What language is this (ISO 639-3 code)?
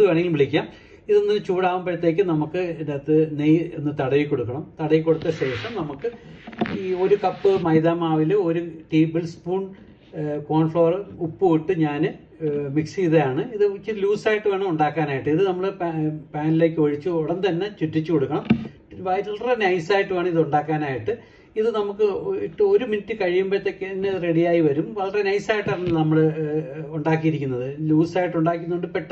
mal